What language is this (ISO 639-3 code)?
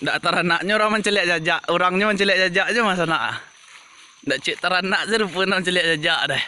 min